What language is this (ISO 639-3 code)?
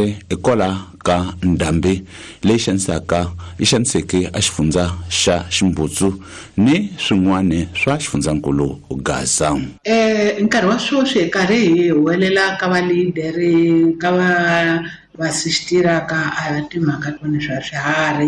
tso